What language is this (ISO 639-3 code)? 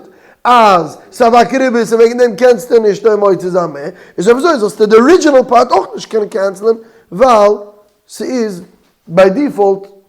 yid